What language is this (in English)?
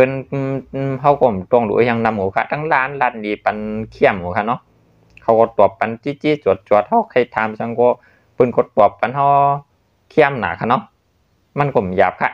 Shan